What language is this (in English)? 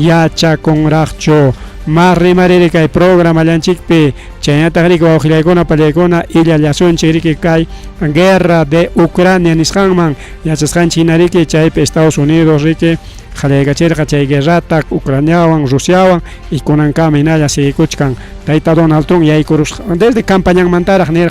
Ayacucho Quechua